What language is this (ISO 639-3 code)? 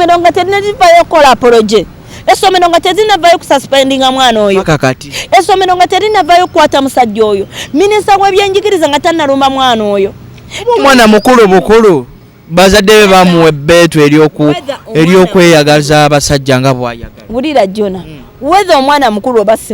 lug